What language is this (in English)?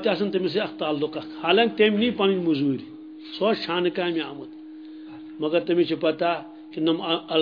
Kashmiri